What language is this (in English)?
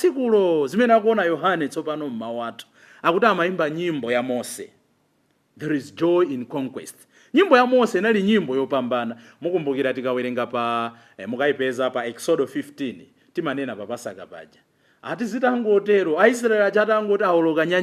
Nyanja